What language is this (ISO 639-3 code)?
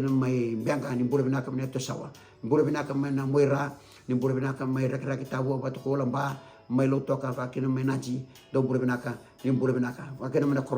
fij